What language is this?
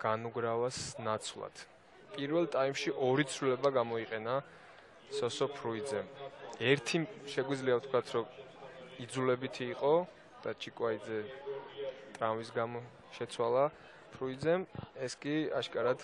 Georgian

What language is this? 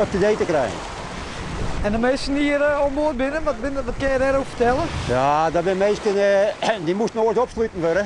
Western Frisian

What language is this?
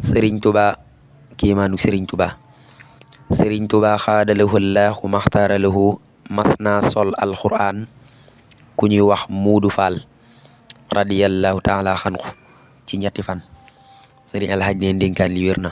Wolof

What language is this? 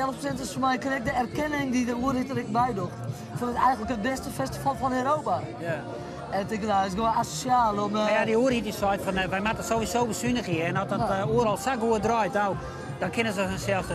Western Frisian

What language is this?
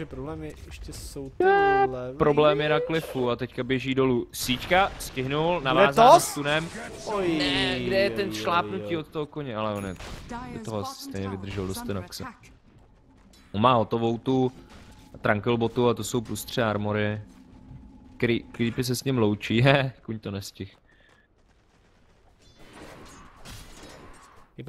Czech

